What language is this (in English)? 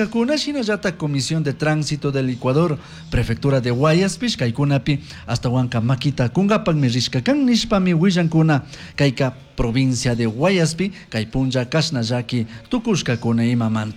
Chimborazo Highland Quichua